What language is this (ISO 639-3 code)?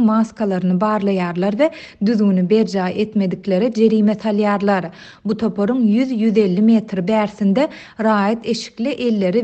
tuk